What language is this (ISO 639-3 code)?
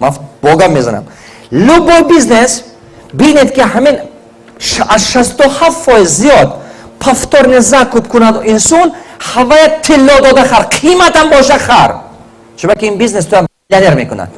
tgk